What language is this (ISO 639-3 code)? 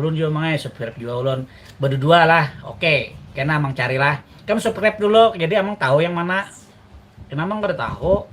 bjn